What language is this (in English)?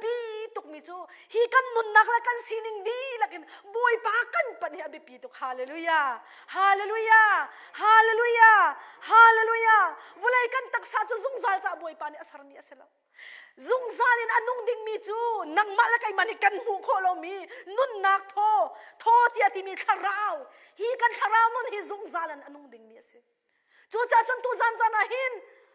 Hakha Chin